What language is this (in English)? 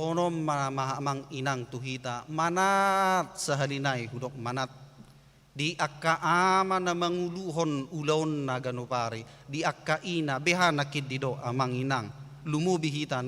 Batak Toba